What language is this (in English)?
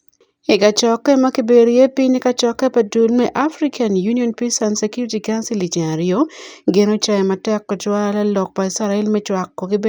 Acoli